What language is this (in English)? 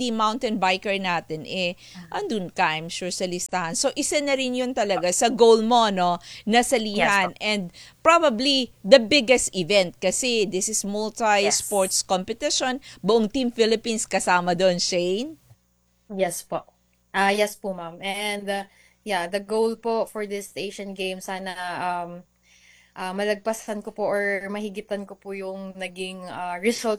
Filipino